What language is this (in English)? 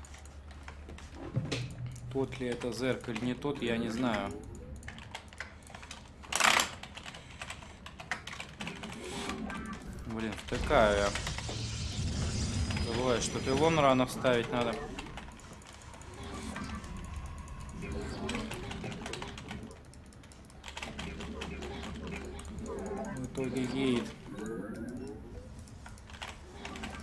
Russian